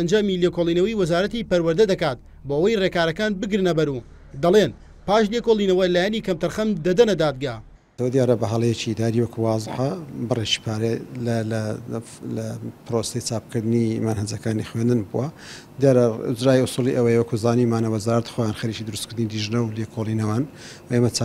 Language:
Central Kurdish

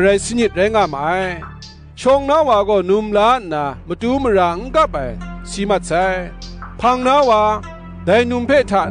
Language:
Kachin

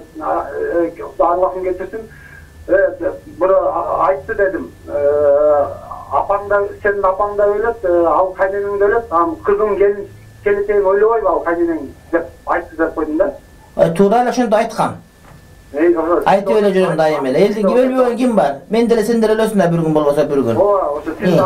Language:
Kyrgyz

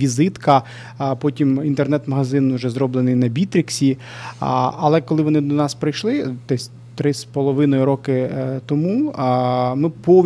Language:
Ukrainian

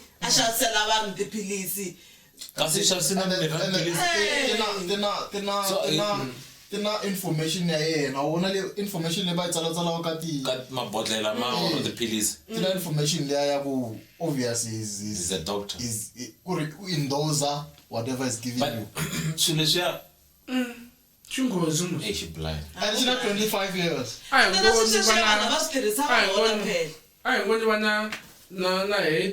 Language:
Tsonga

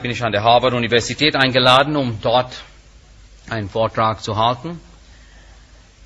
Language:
German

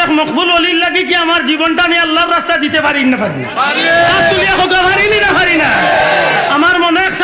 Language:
Sylheti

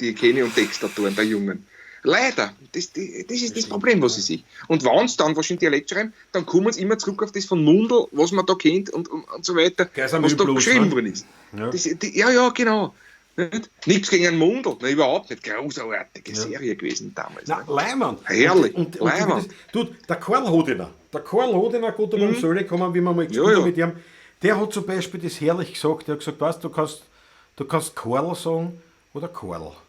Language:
Bavarian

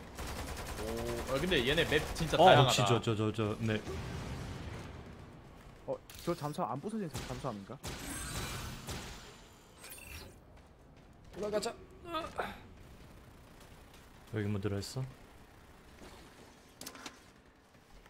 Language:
Korean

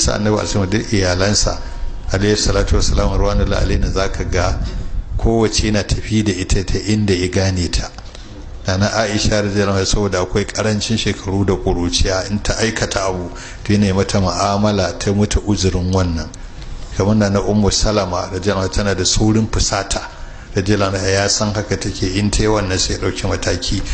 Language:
Hausa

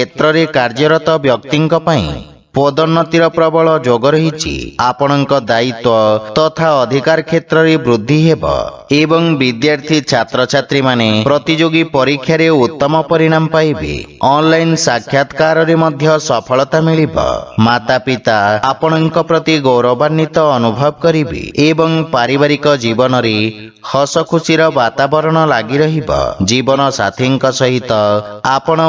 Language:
Odia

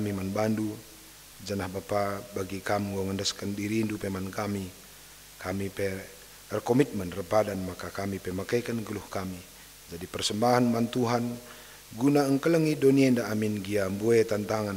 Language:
Batak Karo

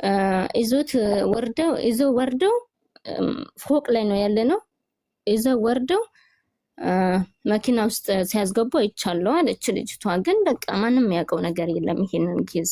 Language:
Amharic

